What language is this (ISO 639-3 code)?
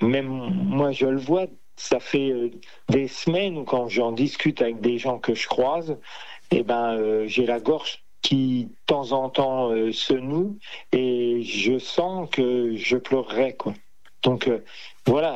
fra